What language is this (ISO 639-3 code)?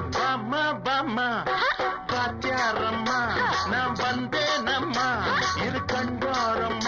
tam